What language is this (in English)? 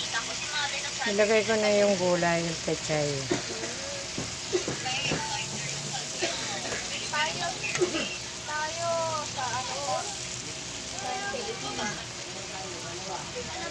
Filipino